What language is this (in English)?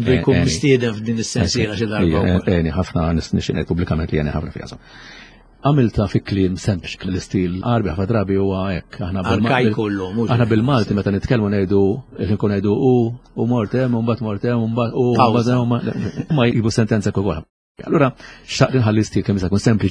Maltese